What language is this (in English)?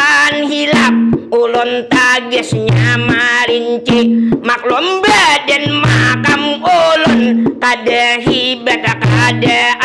Banjar